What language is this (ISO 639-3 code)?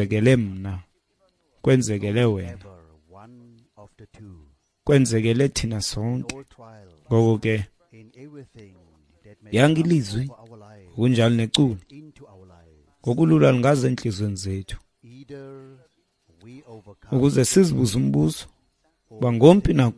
xho